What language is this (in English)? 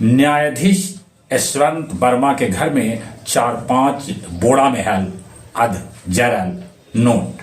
Magahi